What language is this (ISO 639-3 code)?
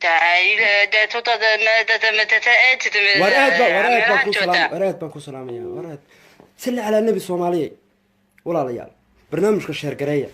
som